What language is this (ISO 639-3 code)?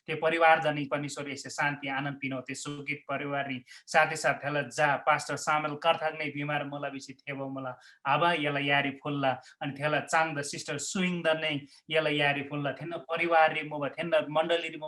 taj